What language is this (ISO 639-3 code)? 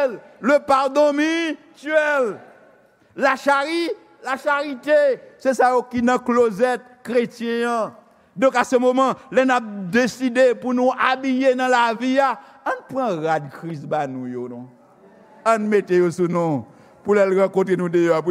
hat